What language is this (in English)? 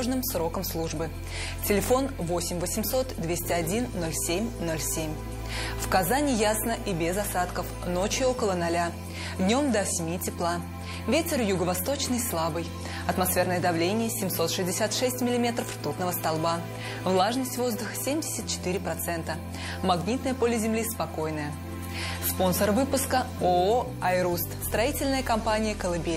Russian